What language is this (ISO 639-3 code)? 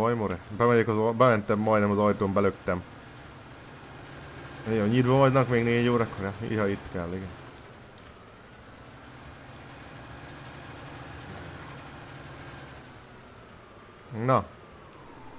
hun